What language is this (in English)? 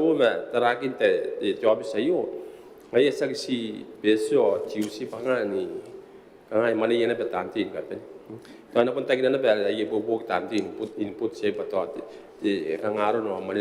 Gilbertese